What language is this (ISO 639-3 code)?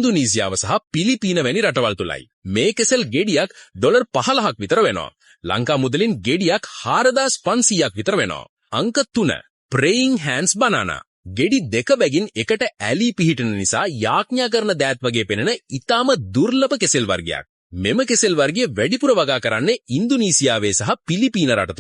sin